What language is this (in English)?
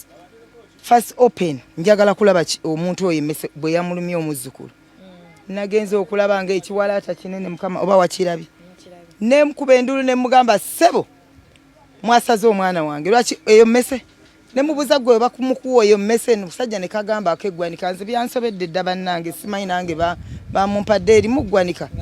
Ganda